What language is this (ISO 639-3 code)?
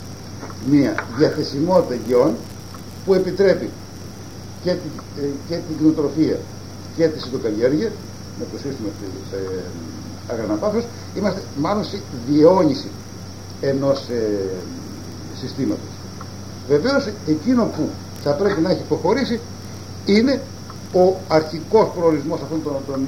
ell